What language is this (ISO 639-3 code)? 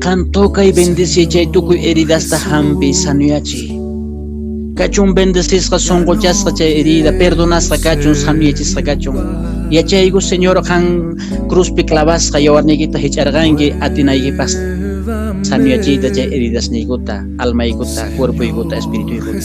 que